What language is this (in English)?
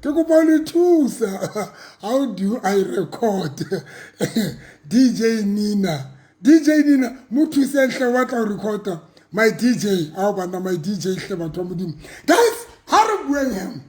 Southern Sotho